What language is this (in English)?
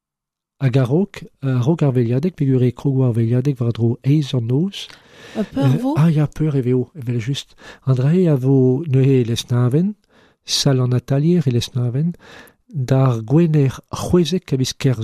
Breton